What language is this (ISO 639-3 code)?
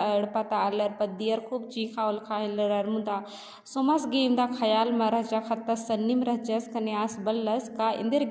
kru